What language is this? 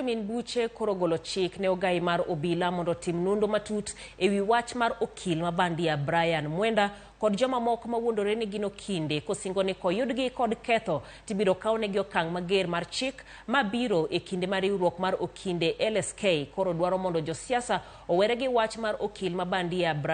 Luo (Kenya and Tanzania)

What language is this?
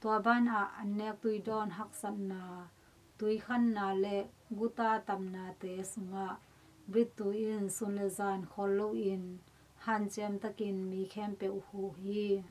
Tedim Chin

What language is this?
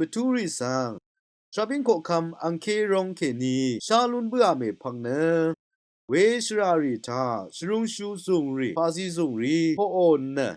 Rawang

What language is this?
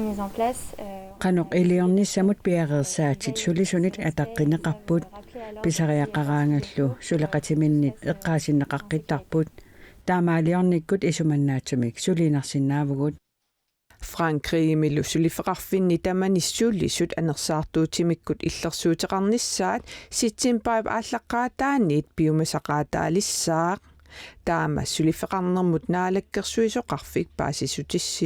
Kalaallisut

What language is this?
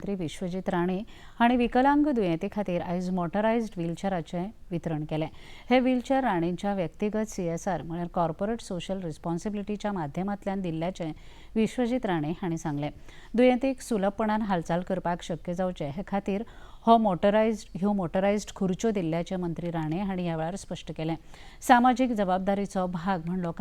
Konkani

